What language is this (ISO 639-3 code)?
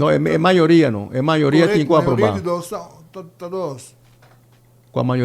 pap